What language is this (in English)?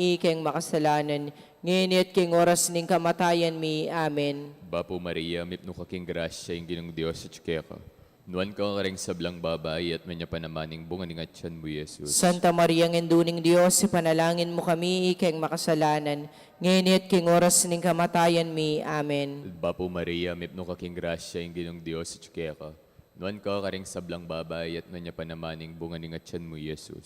Pampanga